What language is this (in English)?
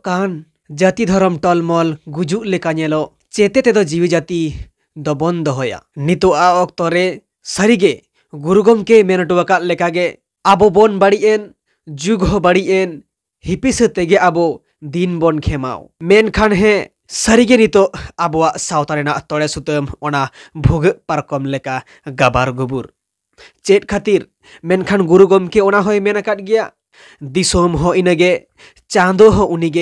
Santali